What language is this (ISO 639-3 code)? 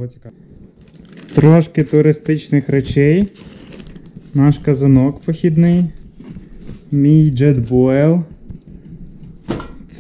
ukr